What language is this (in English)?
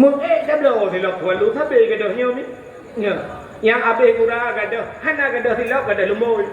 Achinese